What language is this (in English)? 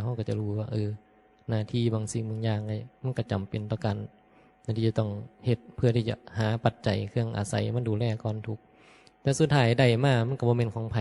Northeastern Thai